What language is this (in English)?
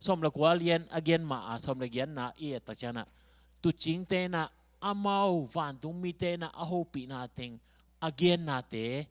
Tedim Chin